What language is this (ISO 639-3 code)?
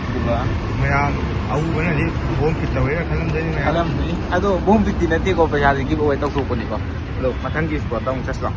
mni